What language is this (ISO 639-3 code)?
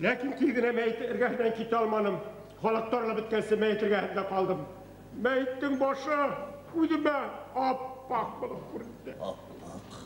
bak